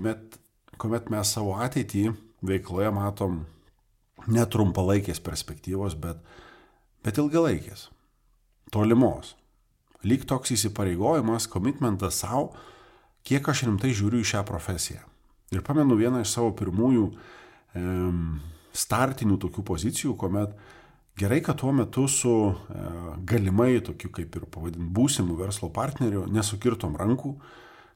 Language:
Lithuanian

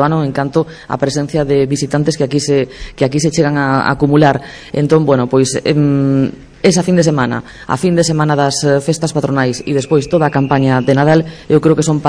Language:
Galician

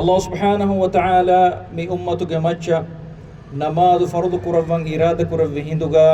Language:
Divehi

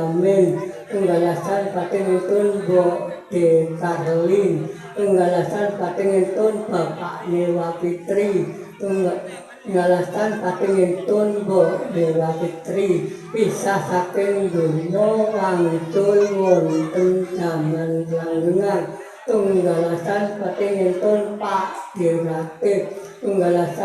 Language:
Javanese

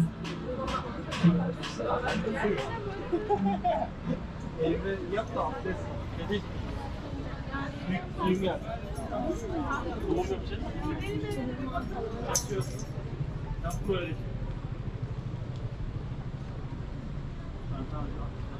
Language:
Turkish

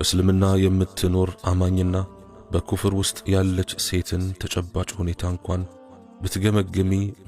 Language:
Amharic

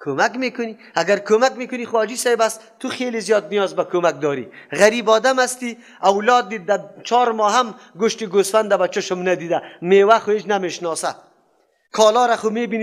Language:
Persian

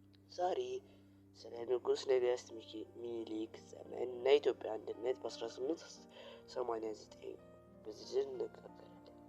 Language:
Amharic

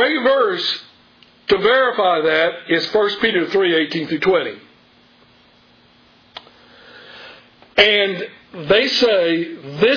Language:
English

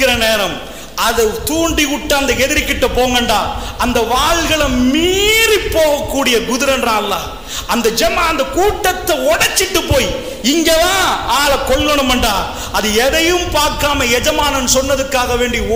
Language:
Tamil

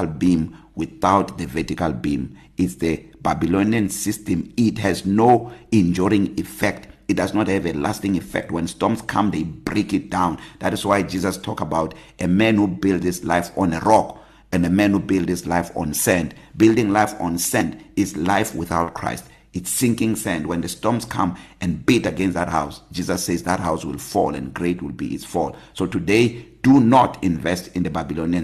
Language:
English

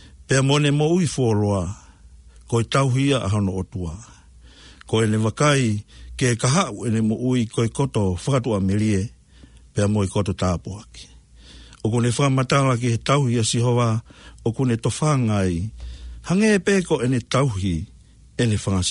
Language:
Tongan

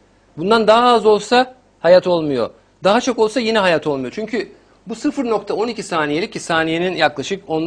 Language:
Turkish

